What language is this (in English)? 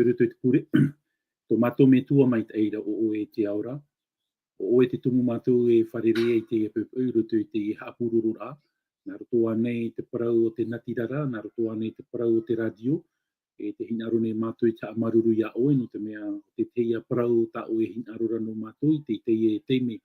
Tahitian